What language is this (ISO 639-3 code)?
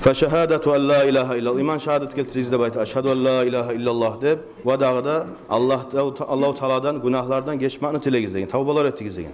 kum